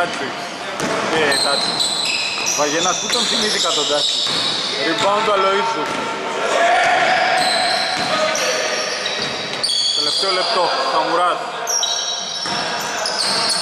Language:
Greek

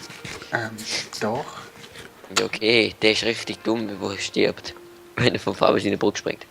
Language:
Swiss German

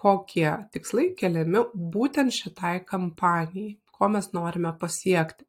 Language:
Lithuanian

